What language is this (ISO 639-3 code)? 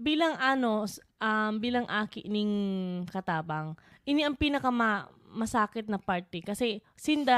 bik